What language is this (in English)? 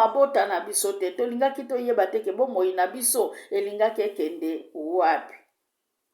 Lingala